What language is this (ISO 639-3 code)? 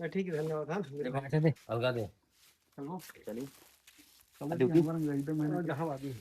hne